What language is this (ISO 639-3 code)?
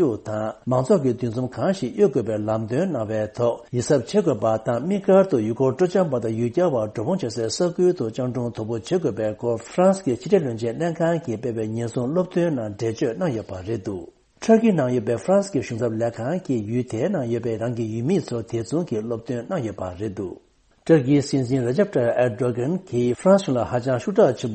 bod